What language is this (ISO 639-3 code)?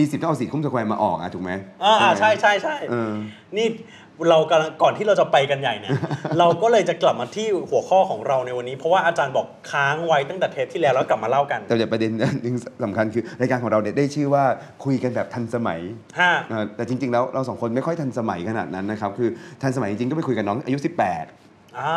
tha